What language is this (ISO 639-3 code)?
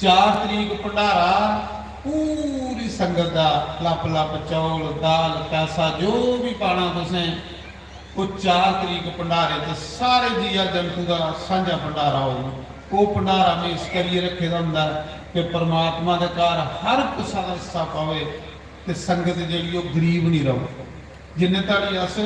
doi